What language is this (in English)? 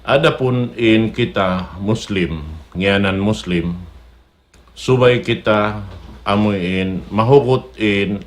Tausug